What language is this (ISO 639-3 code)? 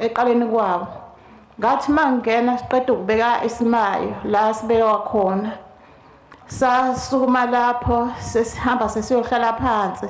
zul